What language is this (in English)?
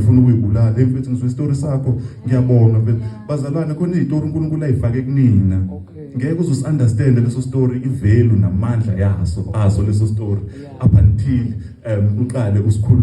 Zulu